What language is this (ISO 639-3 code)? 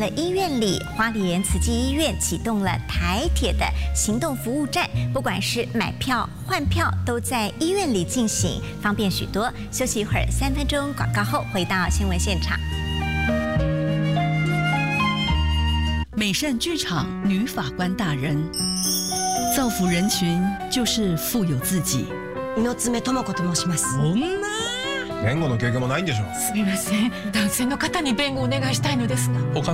zho